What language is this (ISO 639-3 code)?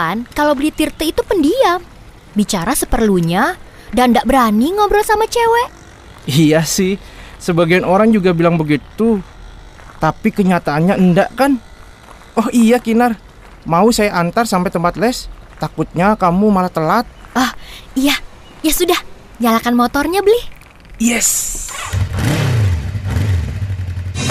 ind